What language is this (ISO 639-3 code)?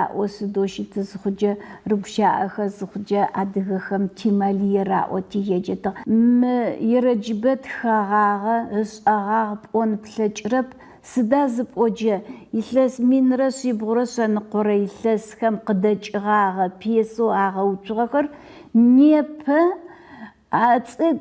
ady